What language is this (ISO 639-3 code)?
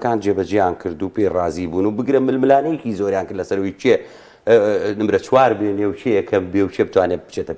ckb